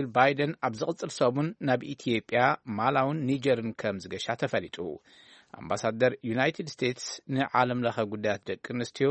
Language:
Tigrinya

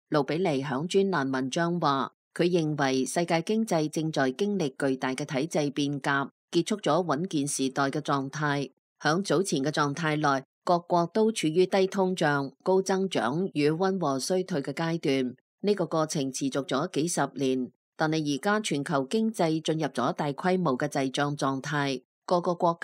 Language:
Cantonese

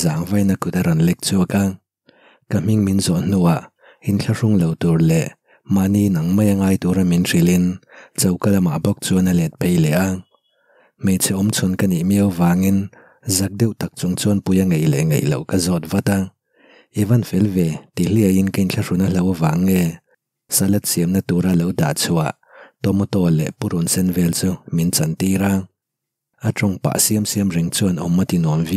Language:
Mizo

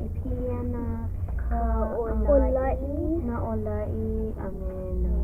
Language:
Hawaiian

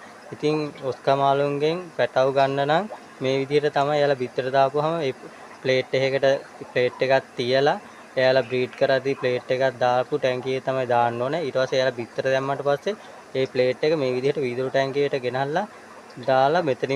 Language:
Sinhala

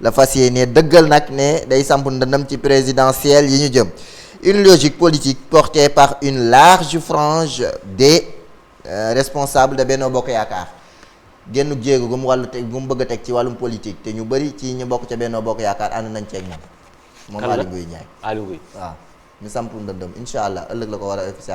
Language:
Wolof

